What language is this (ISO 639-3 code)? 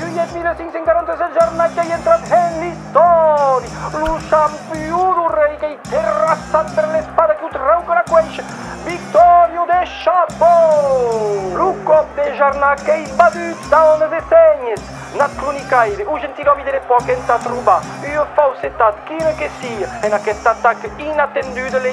oci